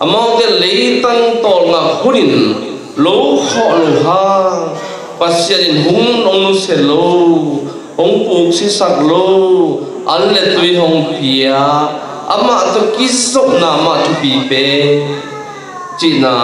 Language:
Tedim Chin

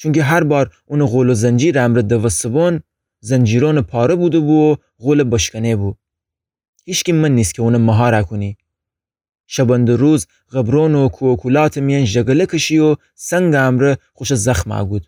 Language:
Gilaki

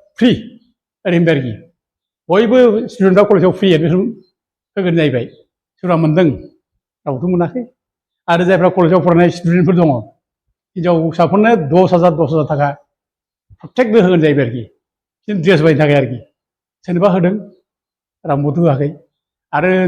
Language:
Bodo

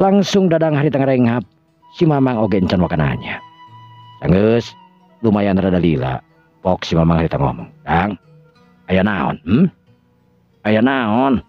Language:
Sundanese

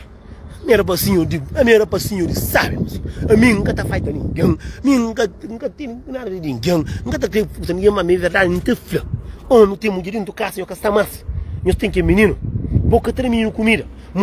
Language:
Kabuverdianu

